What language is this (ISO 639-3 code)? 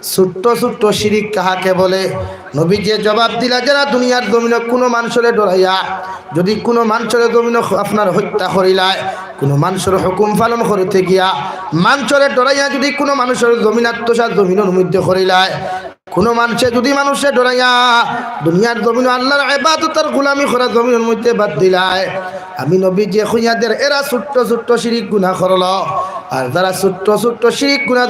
syl